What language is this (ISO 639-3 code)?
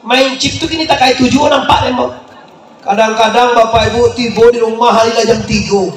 min